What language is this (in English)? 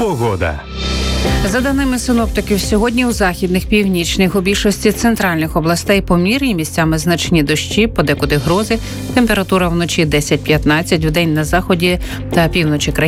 Ukrainian